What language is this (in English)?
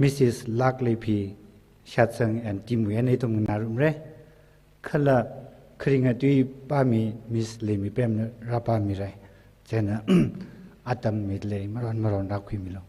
Tangkhul Naga (India)